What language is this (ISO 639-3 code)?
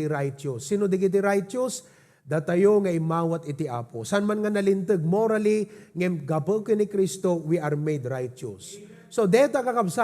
ilo